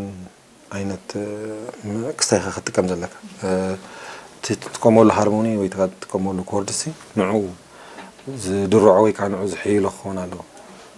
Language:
Tigrinya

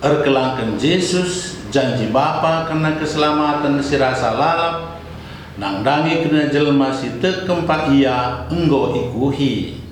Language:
Batak Karo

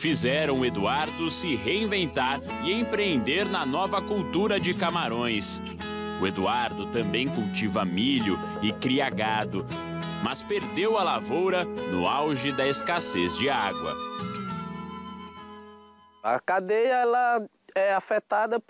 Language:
Portuguese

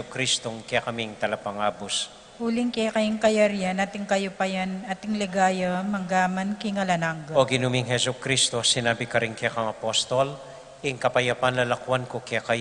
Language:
Pampanga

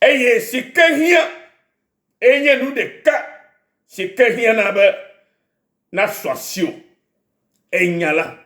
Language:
Ewe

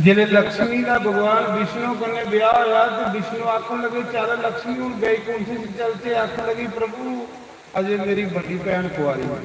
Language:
Dogri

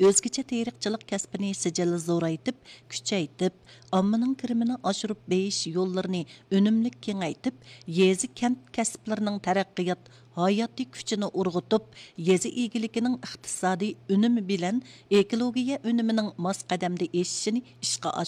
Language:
Uyghur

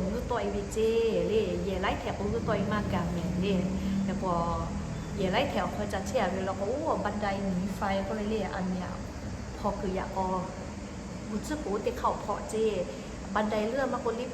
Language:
Lahu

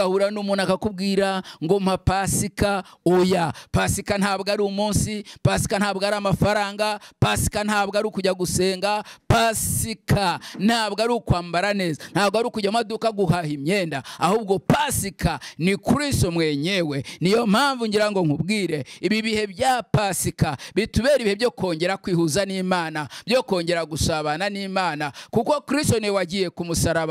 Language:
Kinyarwanda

